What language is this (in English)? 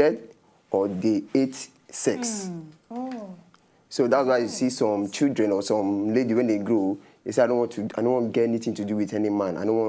Nigerian Pidgin